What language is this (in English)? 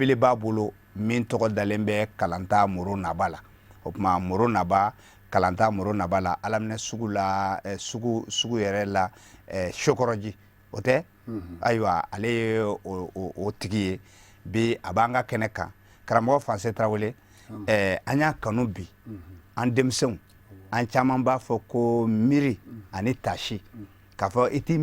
Bambara